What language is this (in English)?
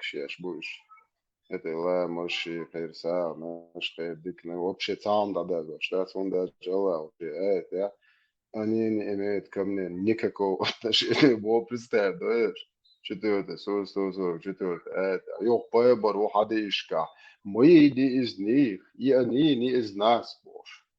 Chechen